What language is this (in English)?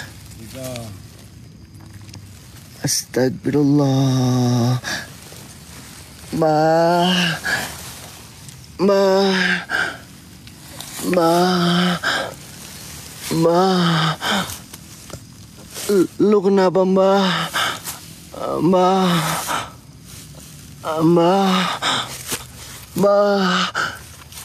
Indonesian